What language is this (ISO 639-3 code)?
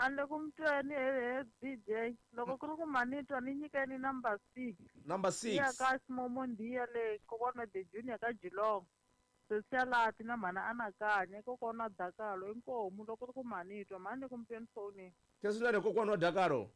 tso